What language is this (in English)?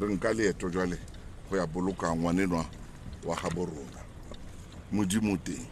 Southern Sotho